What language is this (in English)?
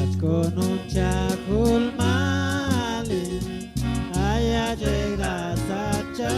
Chuj